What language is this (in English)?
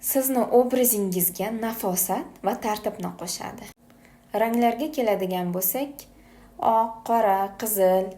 Uzbek